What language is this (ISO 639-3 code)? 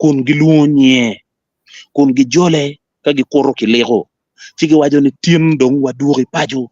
ach